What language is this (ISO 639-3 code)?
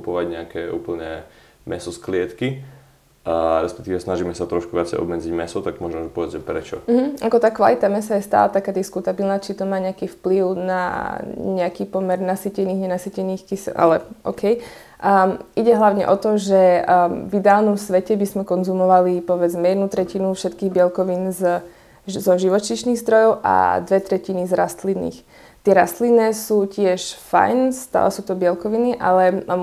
slk